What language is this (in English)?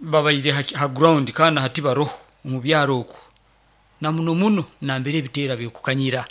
Nyoro